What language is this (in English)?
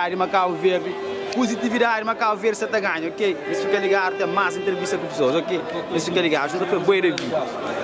Kabuverdianu